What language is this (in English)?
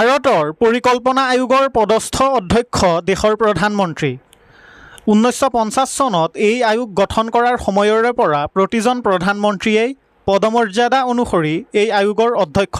Assamese